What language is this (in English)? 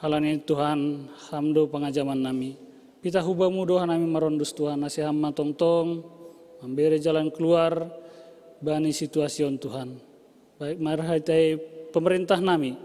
Batak Simalungun